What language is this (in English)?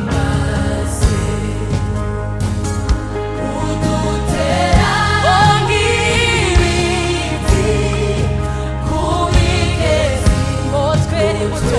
Kinyarwanda